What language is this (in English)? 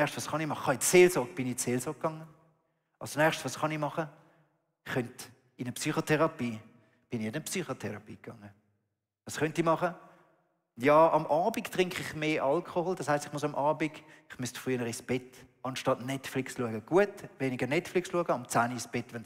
Swiss German